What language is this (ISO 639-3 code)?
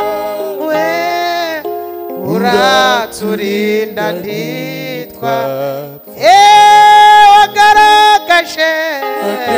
kin